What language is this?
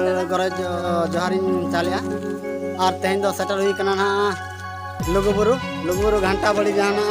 Santali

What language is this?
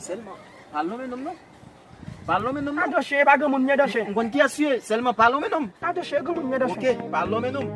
Haitian Creole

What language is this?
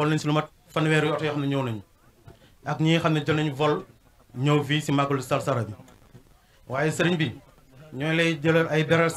Wolof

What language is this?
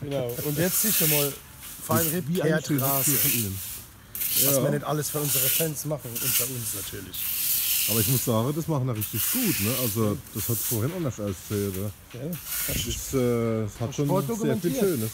Palatine German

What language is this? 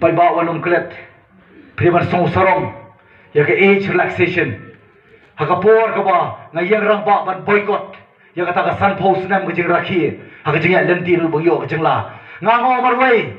Khasi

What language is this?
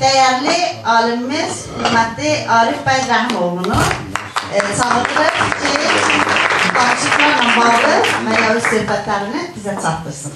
South Azerbaijani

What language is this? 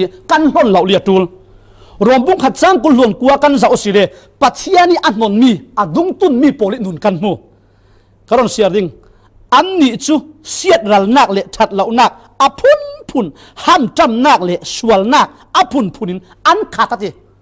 Falam Chin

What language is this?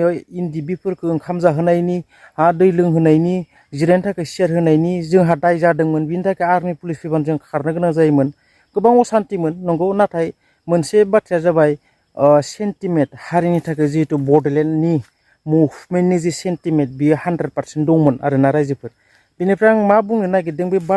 Bodo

